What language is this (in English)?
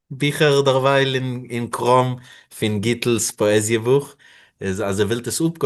Yiddish